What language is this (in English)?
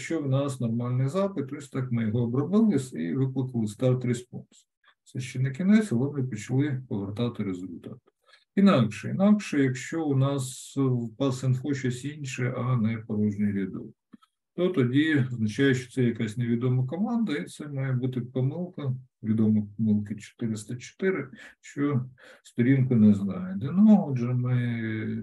Ukrainian